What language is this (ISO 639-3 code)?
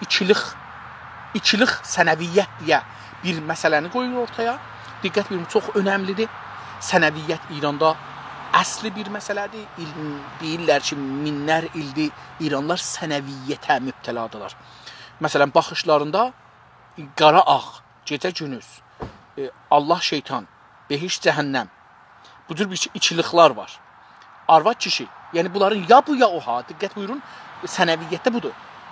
azb